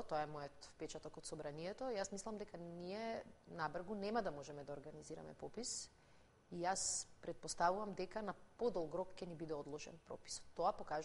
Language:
Macedonian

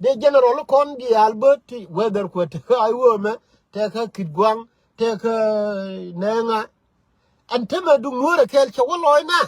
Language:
Nuer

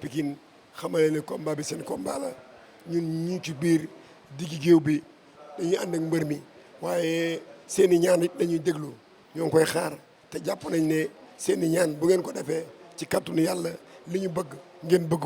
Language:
Wolof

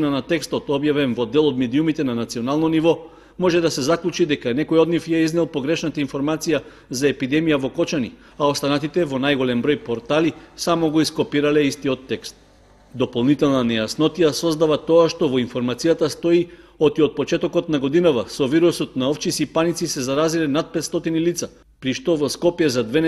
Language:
Macedonian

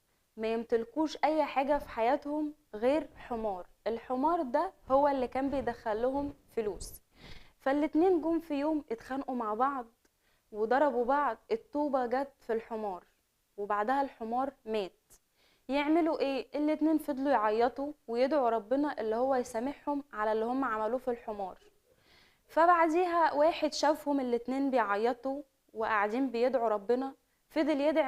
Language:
Egyptian Arabic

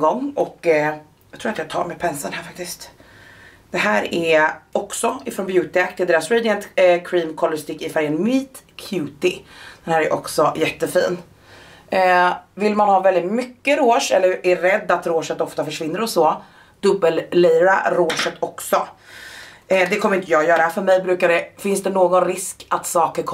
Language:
Swedish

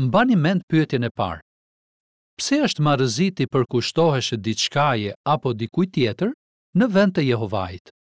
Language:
Albanian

